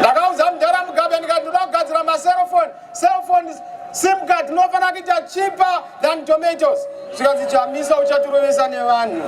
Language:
Shona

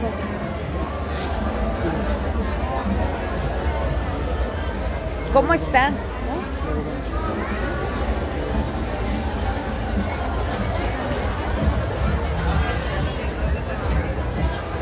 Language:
Spanish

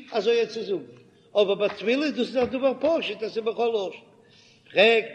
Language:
Yiddish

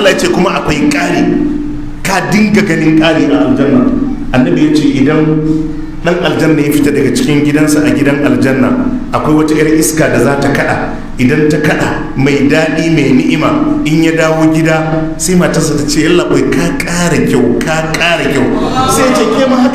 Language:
Hausa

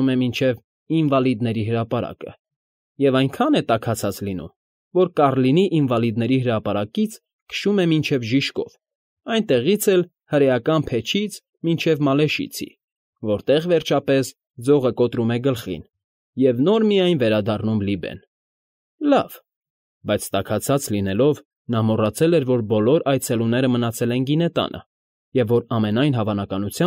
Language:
Armenian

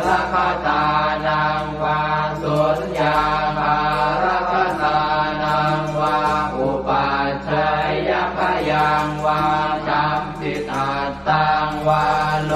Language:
Pali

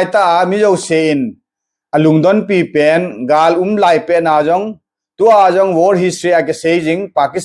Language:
Thado Chin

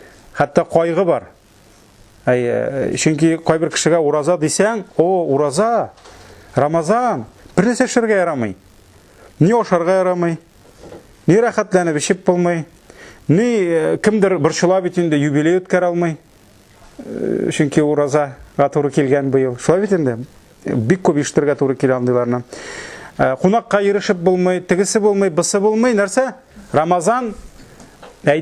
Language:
Tatar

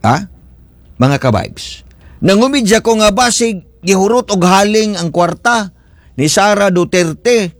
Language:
Cebuano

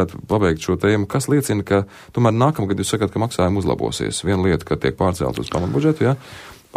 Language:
Latvian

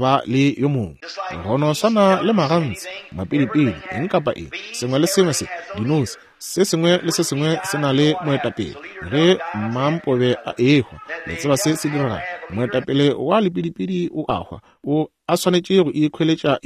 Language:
Northern Sotho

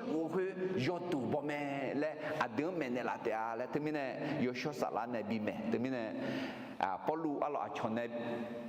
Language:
Akha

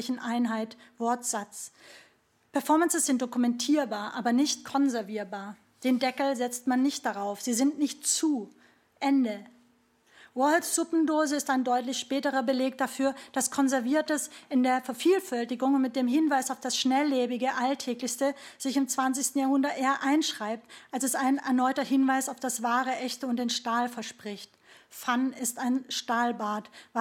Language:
German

